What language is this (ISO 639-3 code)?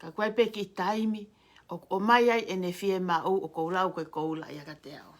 ton